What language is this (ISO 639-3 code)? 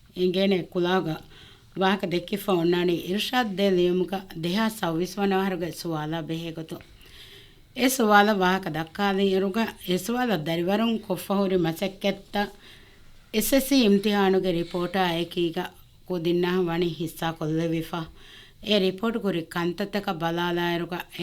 div